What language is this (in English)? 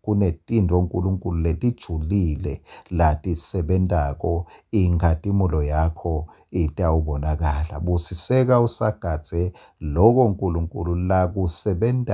Swati